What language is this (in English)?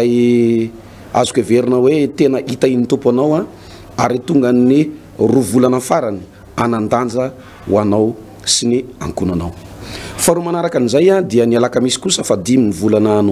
Malagasy